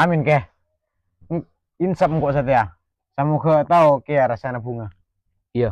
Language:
Madurese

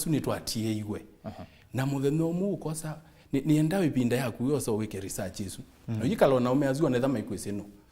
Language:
Kamba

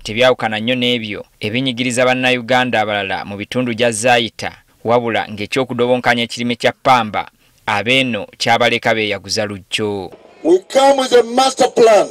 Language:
Ganda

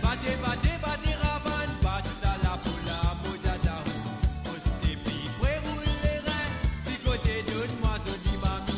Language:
Morisyen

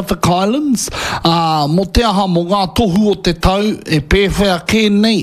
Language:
Māori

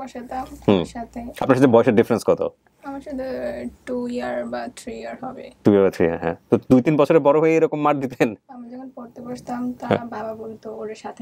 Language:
Bangla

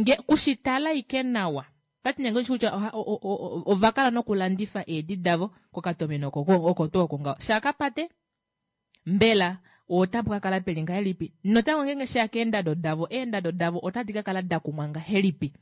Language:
Kuanyama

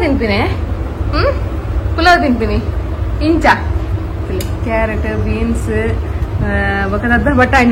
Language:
Tulu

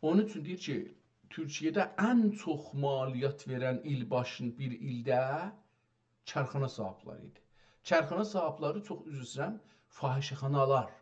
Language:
South Azerbaijani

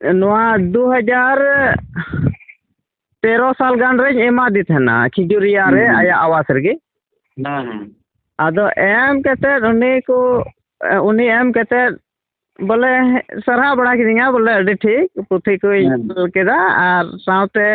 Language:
Santali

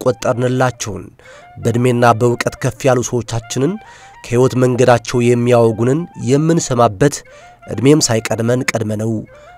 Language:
Amharic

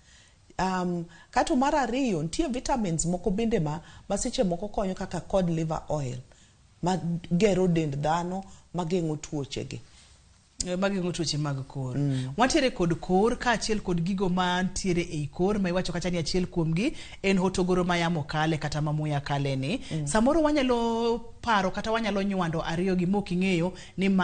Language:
Luo (Kenya and Tanzania)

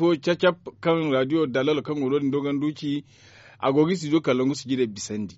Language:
Zarma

